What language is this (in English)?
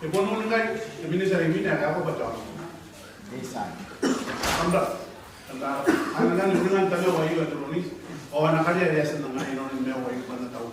Gilbertese